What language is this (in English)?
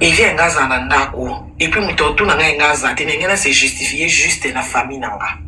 Lingala